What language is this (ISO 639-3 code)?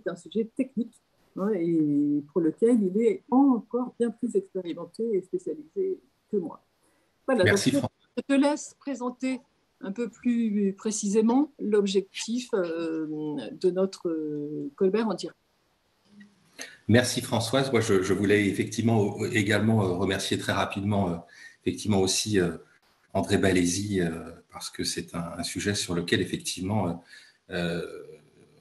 fra